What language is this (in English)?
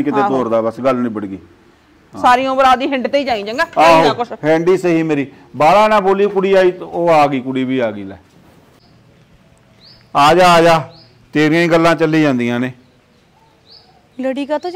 Punjabi